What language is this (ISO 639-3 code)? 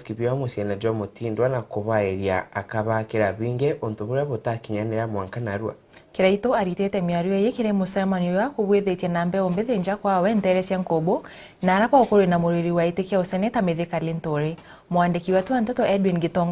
mer